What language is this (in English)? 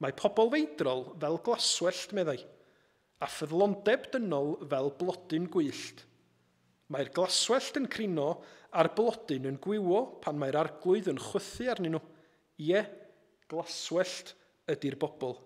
Welsh